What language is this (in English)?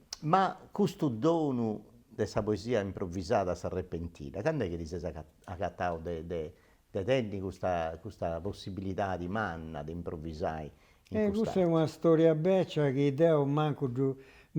Sardinian